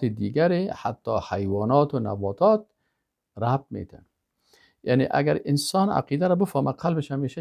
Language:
Persian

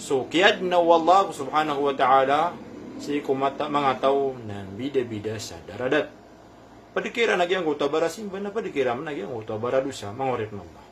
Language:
Maranao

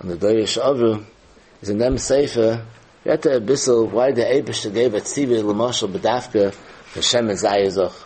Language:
Yiddish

